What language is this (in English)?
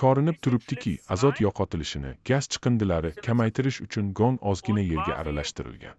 Uzbek